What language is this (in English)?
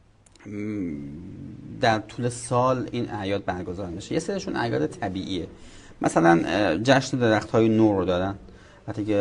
Persian